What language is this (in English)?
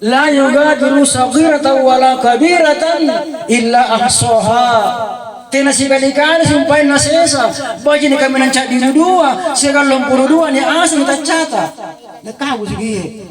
Makasar